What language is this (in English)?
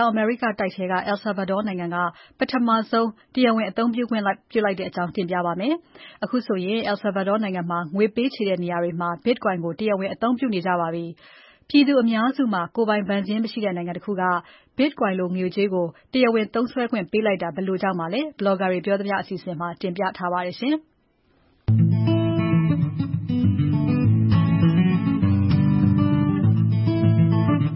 Burmese